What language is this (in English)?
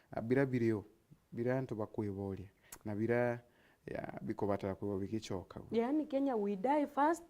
Meru